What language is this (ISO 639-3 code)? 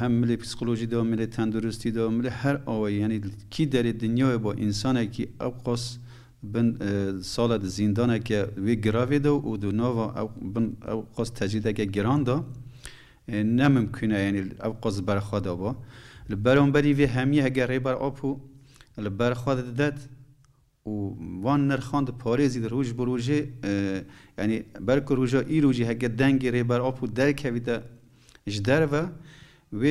kur